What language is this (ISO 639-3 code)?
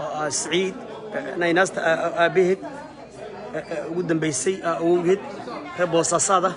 som